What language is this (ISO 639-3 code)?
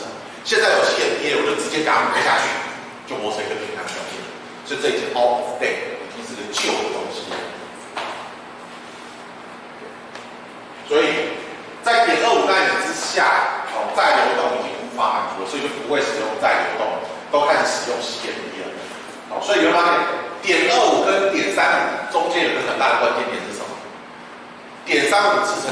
zho